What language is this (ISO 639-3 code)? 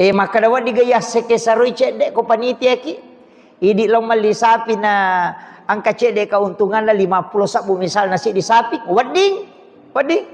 bug